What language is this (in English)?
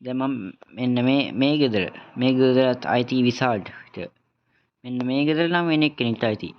Sinhala